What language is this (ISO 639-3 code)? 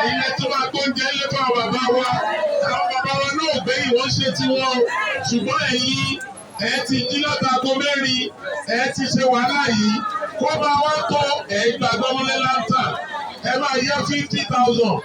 yor